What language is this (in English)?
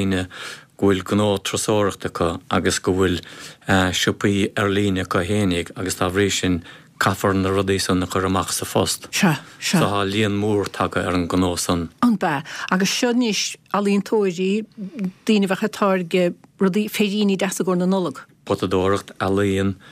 Irish